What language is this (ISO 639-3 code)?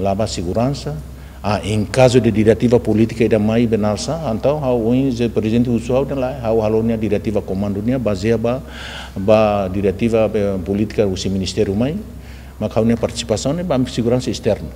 tet